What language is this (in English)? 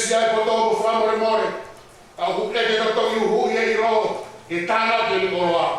Tongan